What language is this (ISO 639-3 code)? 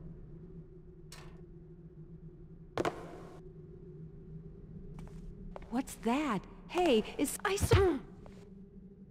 eng